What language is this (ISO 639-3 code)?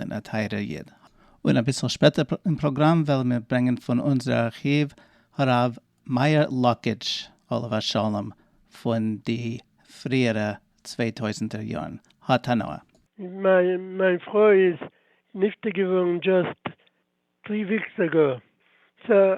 yid